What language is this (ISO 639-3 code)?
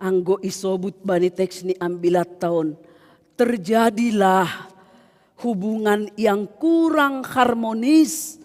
bts